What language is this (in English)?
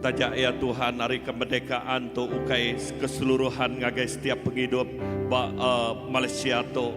Iban